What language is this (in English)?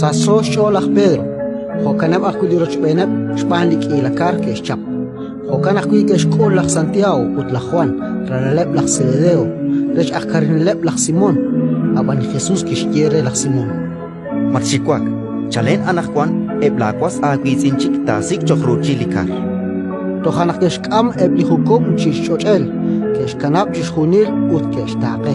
Kekchí